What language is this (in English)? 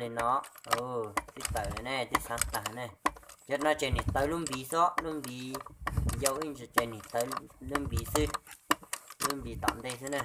Hmong